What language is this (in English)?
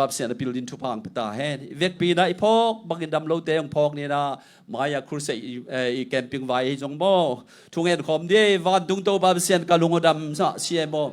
Tedim Chin